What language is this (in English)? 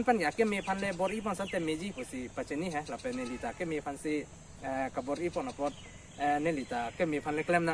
Karbi